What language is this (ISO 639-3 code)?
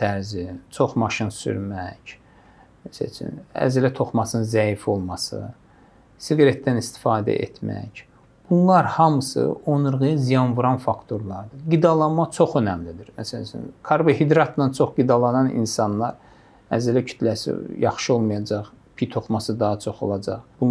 aze